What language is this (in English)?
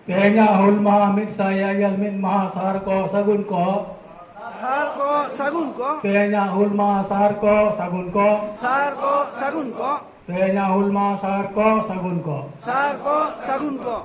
Santali